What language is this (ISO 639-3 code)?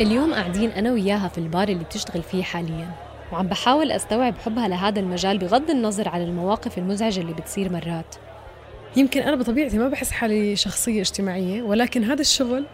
apc